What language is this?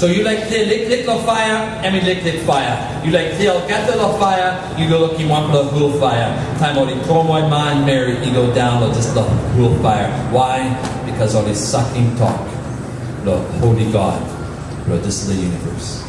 Tok Pisin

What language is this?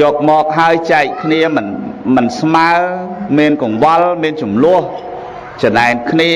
Khmer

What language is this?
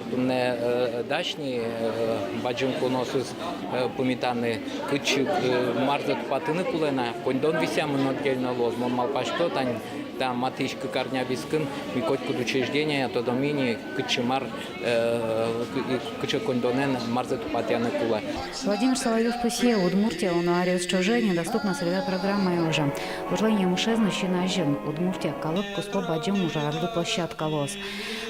Udmurt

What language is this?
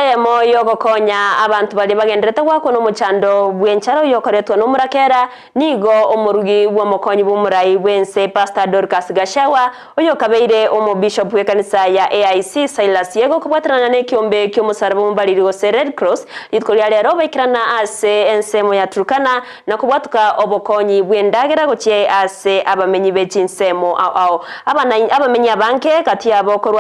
Gusii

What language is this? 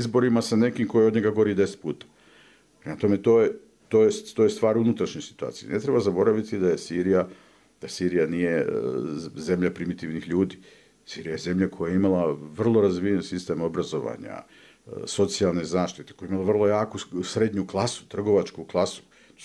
Bosnian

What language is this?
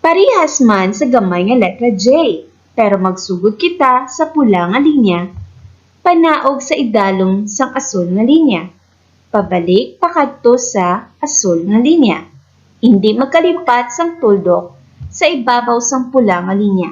Hiligaynon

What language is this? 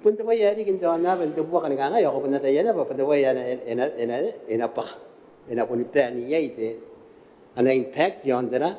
Gilbertese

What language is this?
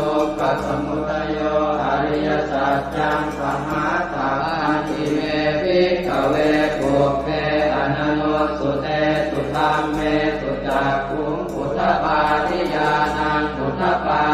Pali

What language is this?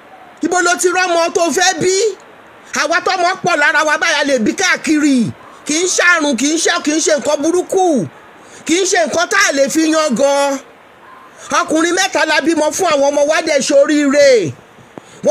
Yoruba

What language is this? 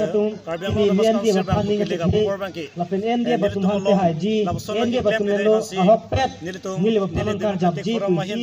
Karbi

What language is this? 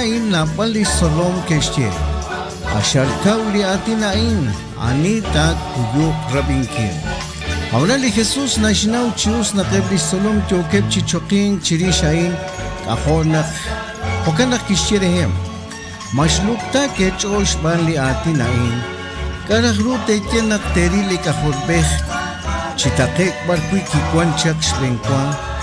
Kekchí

